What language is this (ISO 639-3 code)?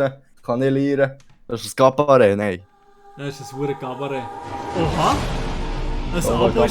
gsw